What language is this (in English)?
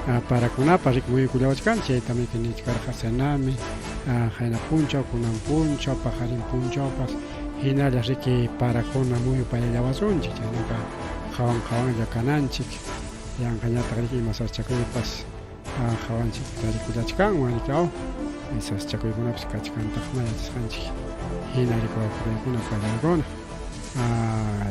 Ayacucho Quechua